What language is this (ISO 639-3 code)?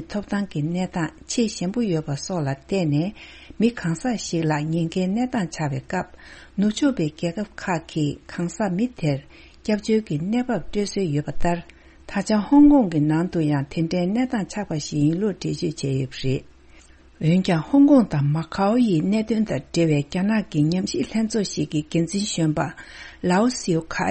bod